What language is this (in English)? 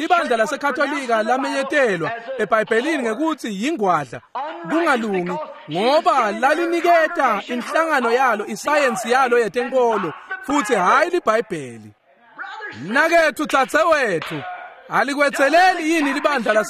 Swati